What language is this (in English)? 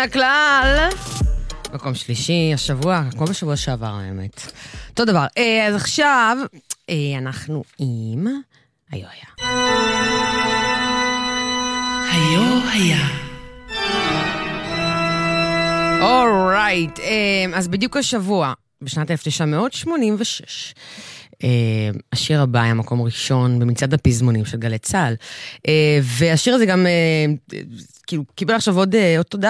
Hebrew